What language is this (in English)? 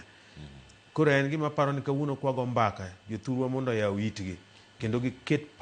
Luo (Kenya and Tanzania)